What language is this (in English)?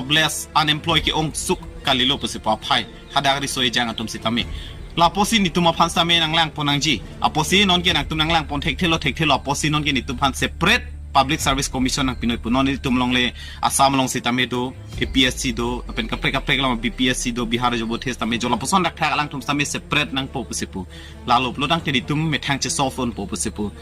Karbi